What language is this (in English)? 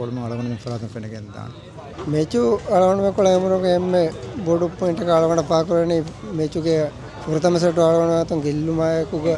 Divehi